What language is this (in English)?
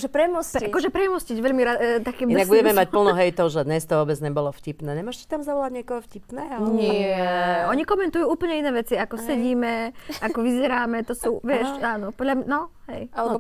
Slovak